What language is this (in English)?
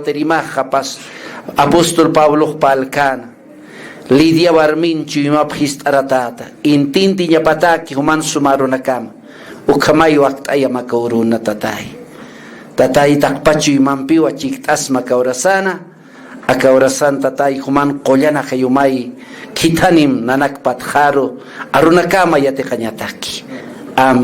Aymara